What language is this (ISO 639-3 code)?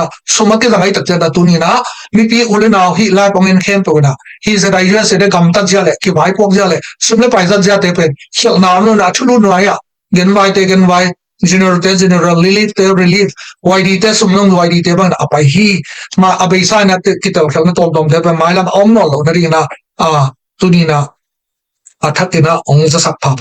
ctd